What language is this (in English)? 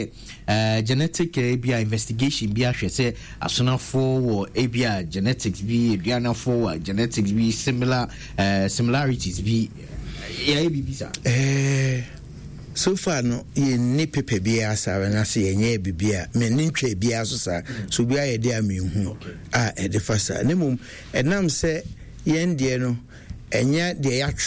Akan